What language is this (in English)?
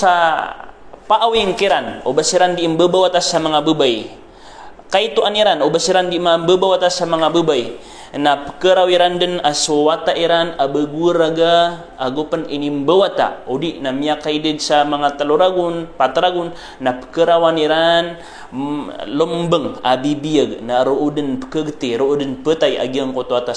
Maranao